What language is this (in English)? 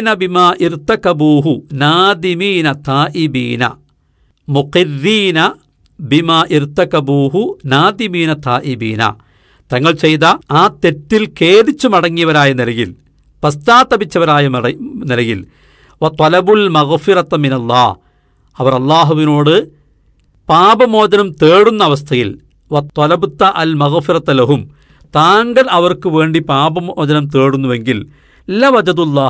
Malayalam